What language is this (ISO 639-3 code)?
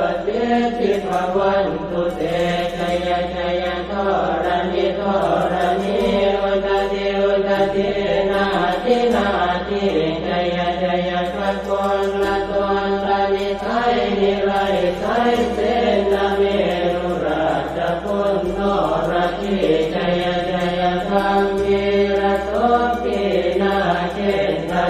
pli